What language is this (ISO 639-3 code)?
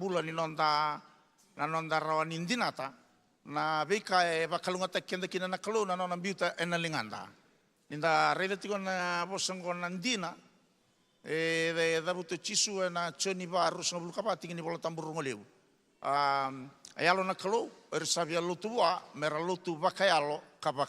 fij